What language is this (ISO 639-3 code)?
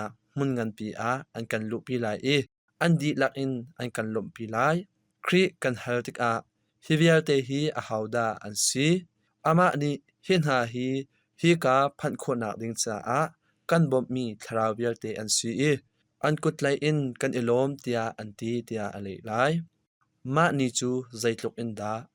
cnh